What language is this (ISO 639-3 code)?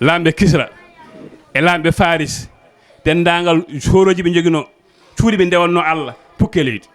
ful